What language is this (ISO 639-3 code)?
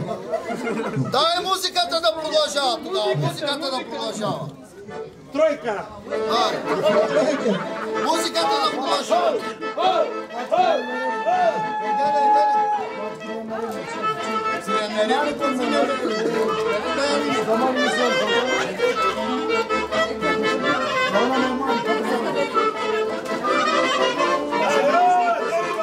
bul